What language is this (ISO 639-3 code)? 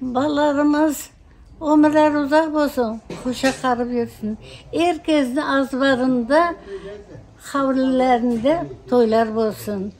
crh